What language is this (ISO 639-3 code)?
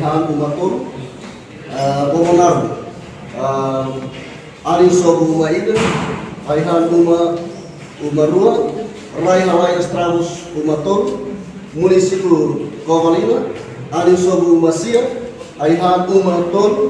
tet